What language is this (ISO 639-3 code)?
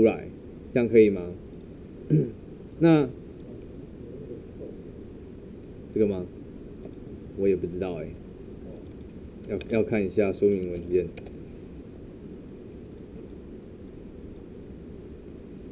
zho